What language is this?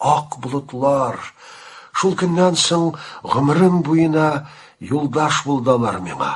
Tatar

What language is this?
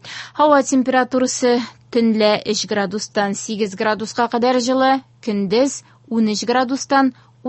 Tatar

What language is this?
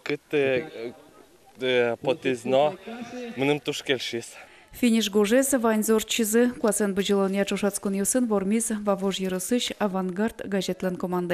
Udmurt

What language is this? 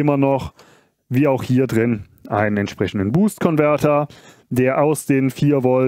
German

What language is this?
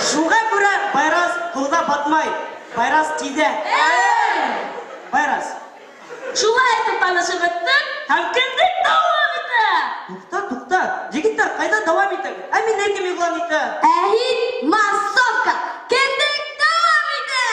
Bashkir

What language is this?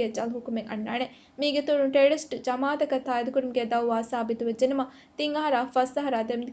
Divehi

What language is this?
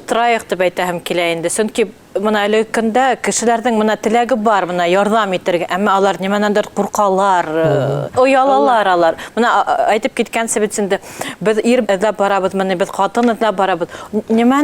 Bashkir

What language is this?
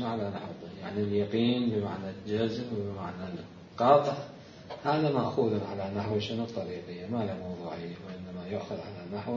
Mesopotamian Arabic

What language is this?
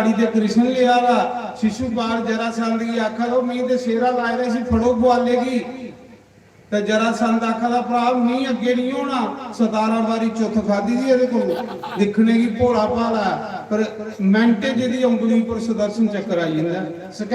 Dogri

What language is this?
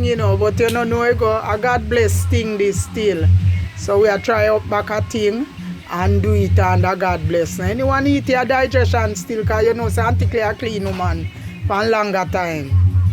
Jamaican Creole English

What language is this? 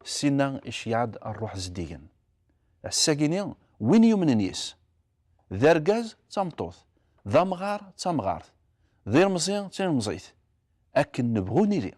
Kabyle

